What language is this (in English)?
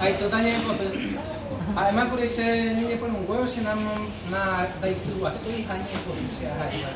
Guarani